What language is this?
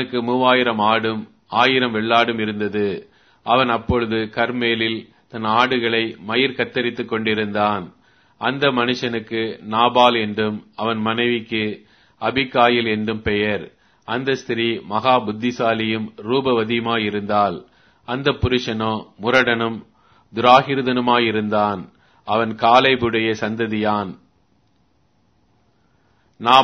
Tamil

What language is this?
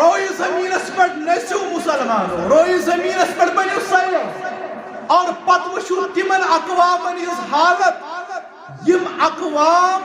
Kashmiri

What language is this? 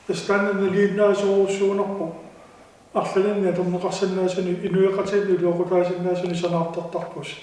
Kalaallisut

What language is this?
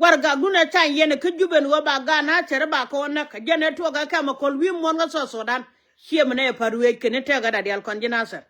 Nuer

